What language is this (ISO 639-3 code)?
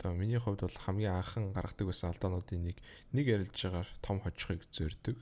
mon